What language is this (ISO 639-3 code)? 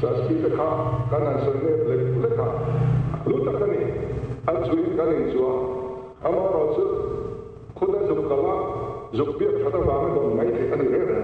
lus